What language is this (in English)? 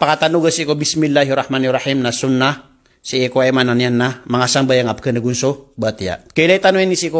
Maranao